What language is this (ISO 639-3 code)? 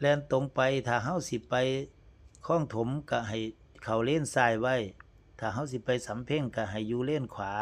tts